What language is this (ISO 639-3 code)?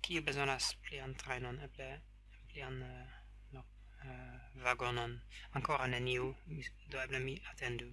epo